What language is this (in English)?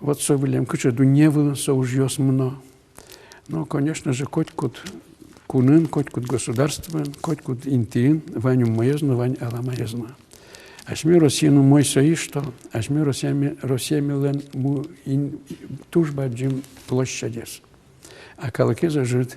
Udmurt